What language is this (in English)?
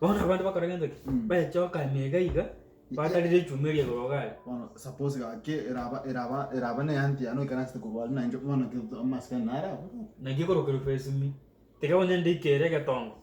Gusii